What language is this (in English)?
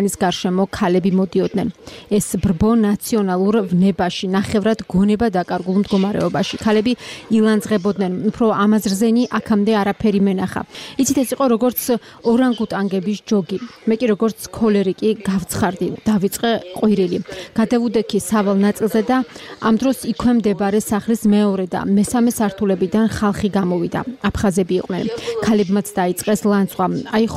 Georgian